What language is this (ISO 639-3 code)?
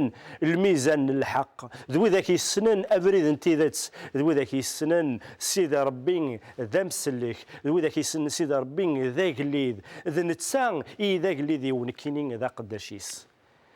kab